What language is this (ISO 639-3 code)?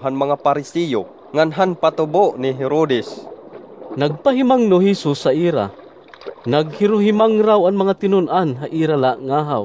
war